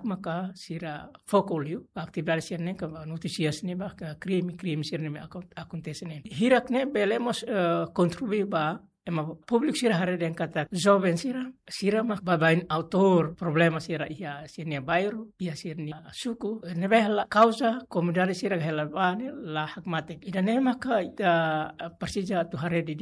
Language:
Tetum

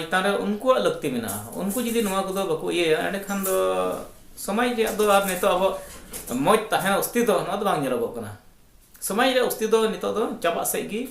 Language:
Santali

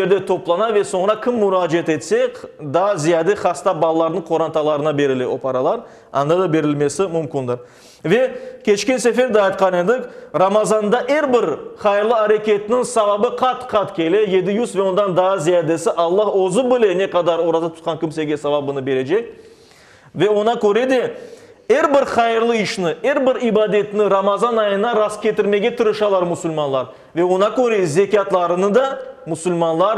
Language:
Crimean Tatar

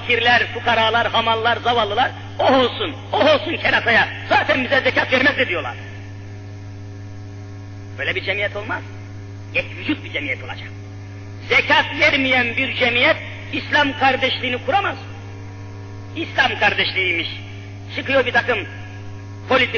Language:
Turkish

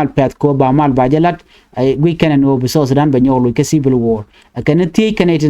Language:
Nuer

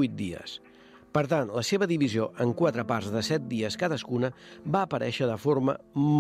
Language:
Catalan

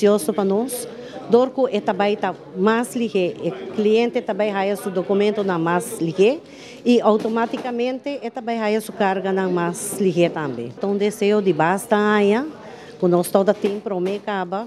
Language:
Papiamento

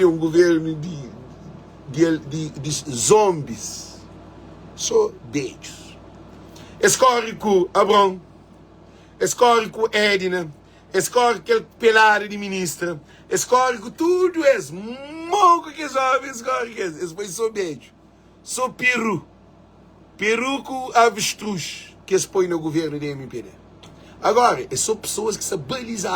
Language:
Kabuverdianu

